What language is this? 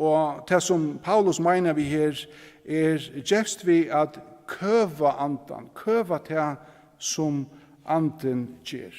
Faroese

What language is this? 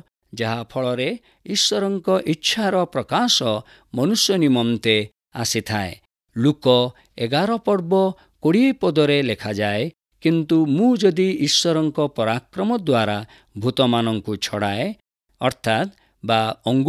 Odia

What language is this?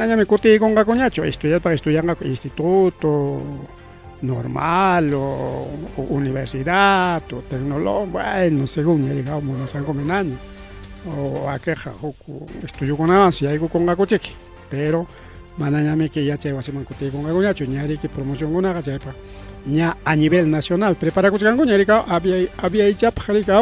Ayacucho Quechua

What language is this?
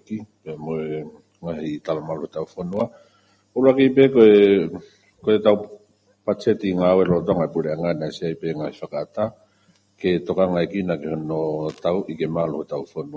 Tongan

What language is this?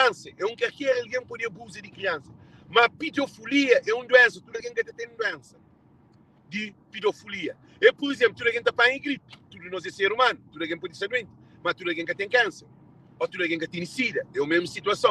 Kabuverdianu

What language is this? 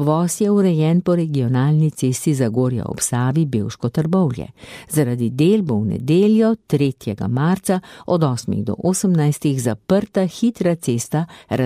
Slovenian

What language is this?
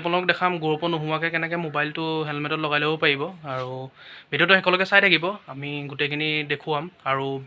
Assamese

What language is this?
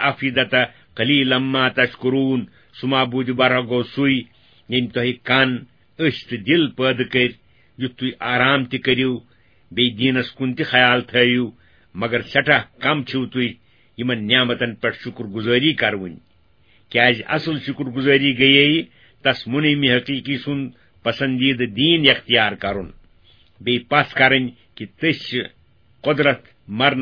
Kashmiri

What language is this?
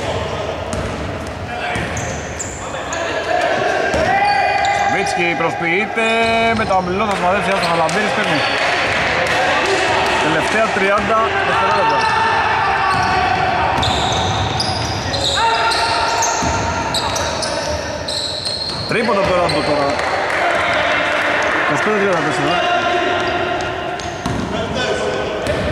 Greek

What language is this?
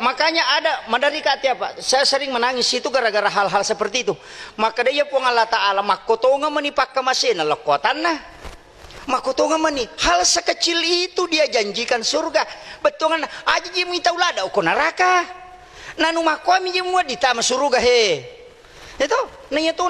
Buginese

